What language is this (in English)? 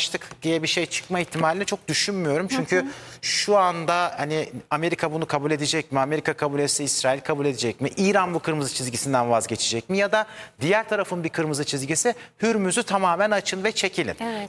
Turkish